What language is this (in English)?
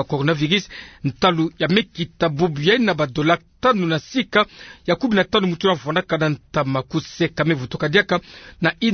Kituba (Democratic Republic of Congo)